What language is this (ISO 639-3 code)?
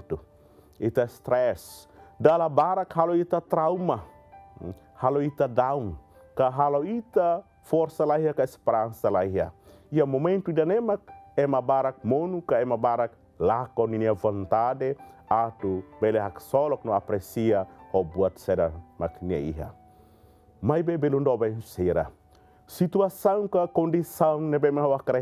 tet